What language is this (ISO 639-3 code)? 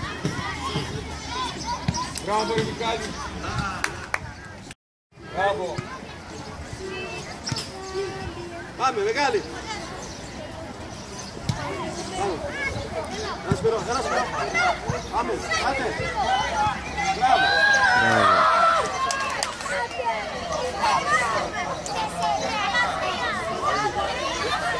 ell